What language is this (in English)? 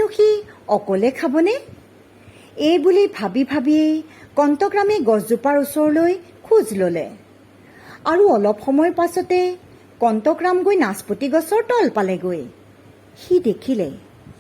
Assamese